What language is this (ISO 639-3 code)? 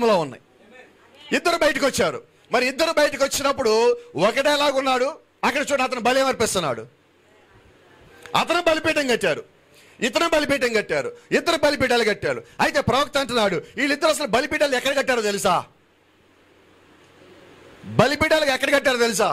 tel